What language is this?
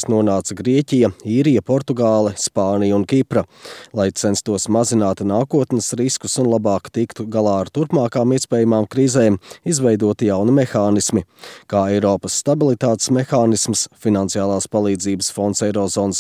Latvian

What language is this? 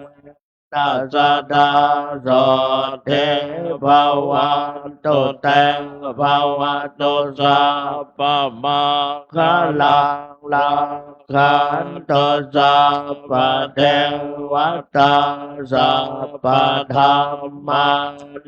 Pali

